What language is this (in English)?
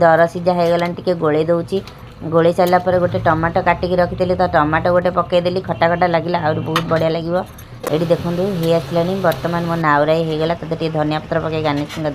Odia